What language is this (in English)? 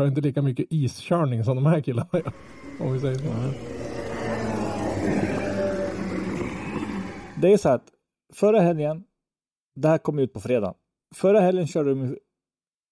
Swedish